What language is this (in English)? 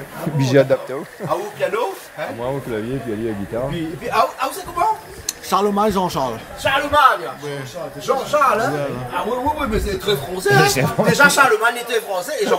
Réunion Creole French